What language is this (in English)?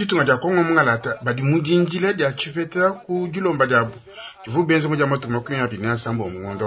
Luba-Lulua